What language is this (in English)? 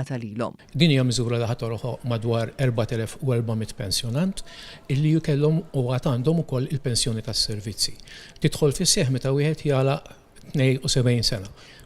Maltese